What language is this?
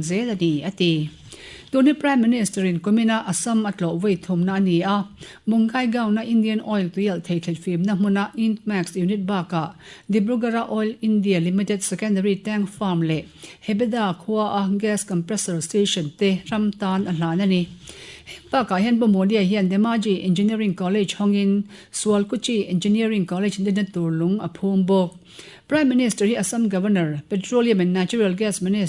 Mizo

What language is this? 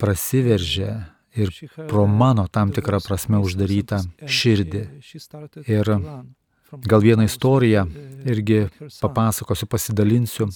Lithuanian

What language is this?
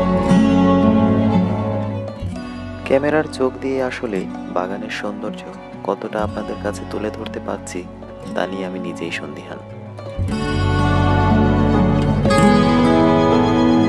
Bangla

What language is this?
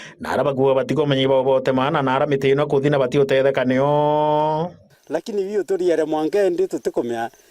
Meru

